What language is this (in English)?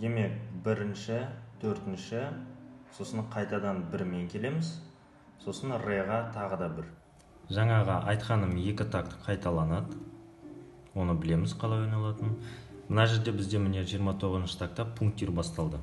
Kazakh